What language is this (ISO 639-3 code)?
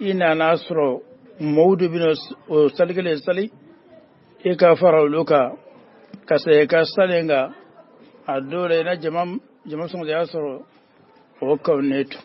bam